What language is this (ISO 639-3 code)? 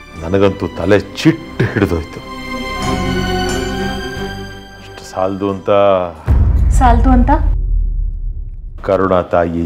kan